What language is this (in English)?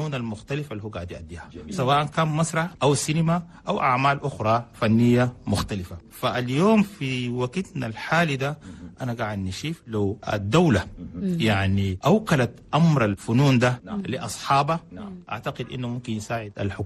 Chadian Arabic